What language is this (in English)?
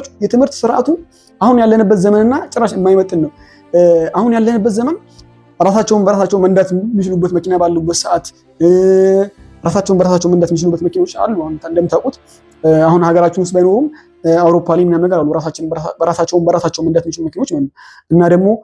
Amharic